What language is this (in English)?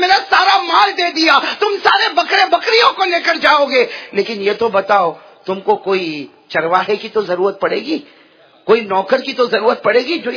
Urdu